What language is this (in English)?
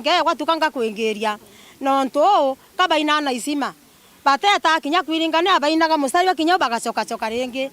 Meru